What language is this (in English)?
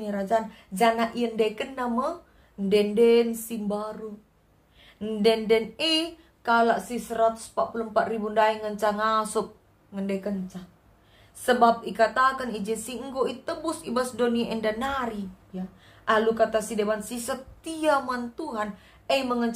Batak Karo